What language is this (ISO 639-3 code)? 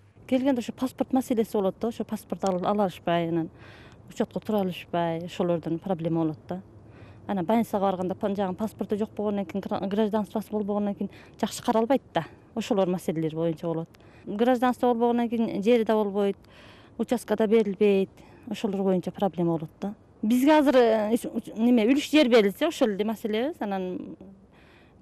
kir